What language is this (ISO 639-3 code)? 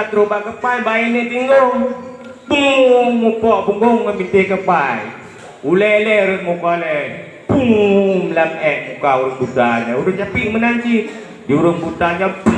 ace